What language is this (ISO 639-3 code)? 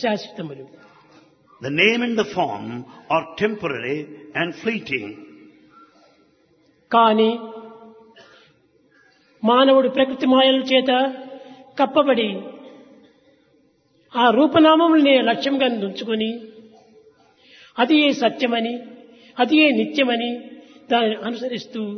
tel